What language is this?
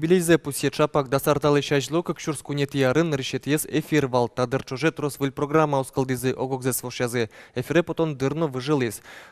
Udmurt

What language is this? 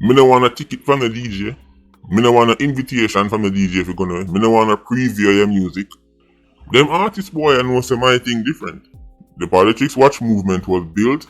Jamaican Creole English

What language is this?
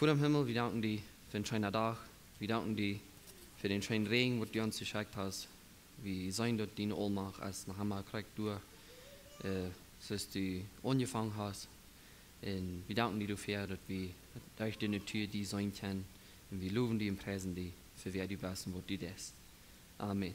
Plautdietsch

